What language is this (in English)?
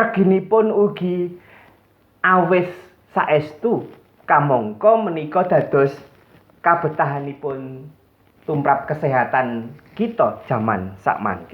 Javanese